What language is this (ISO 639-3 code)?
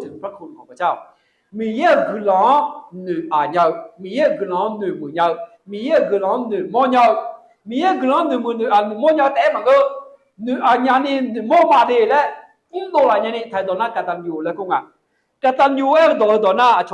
ahk